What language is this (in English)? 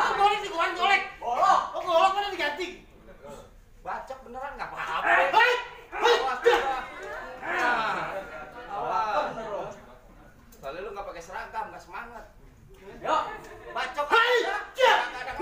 Betawi